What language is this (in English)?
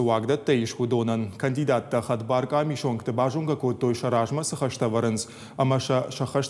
Ossetic